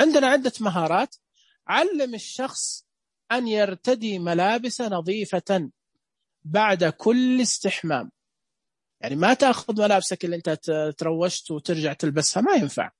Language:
Najdi Arabic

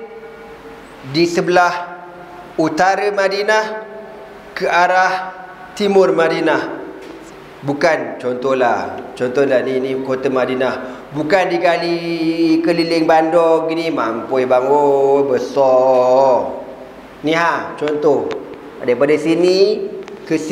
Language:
Malay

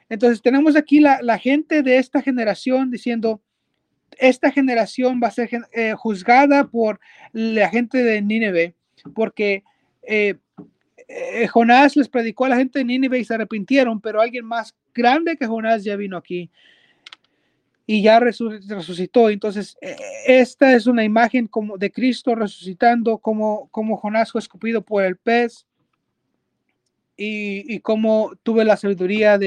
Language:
Spanish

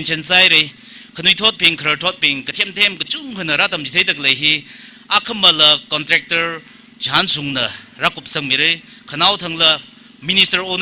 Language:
Tangkhul Naga (India)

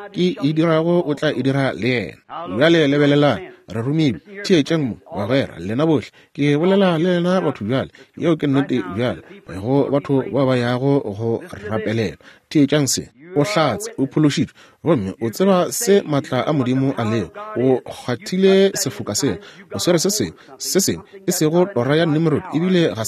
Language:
Northern Sotho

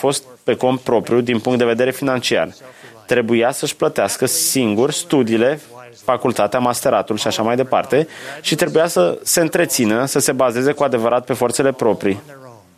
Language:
Romanian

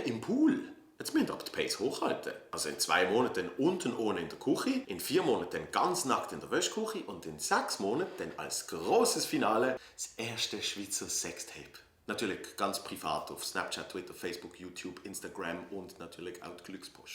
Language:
Swiss German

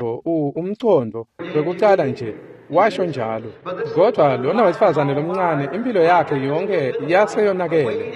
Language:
Swati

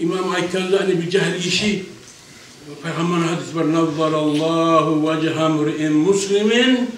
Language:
Kumyk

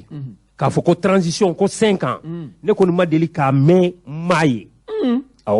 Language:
Bambara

